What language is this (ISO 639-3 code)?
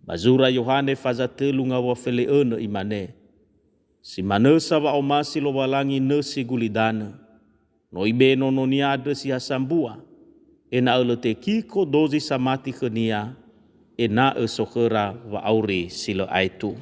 nia